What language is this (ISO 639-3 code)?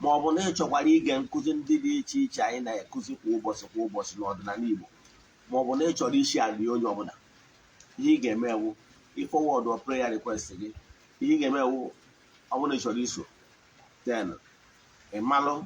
ibo